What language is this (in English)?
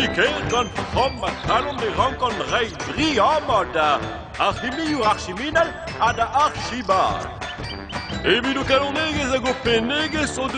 Breton